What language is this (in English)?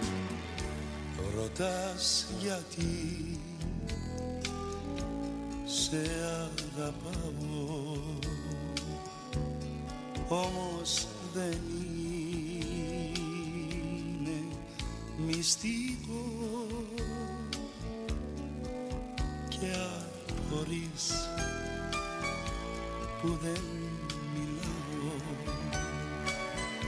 Greek